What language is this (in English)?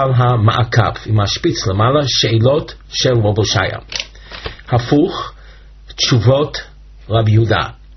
Hebrew